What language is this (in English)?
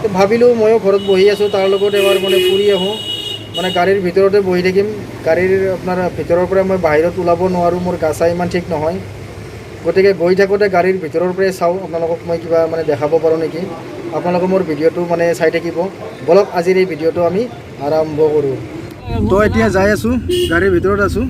Assamese